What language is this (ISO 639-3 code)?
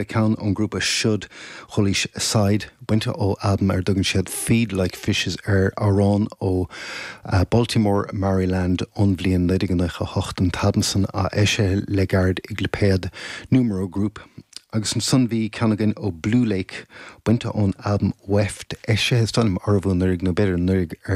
gle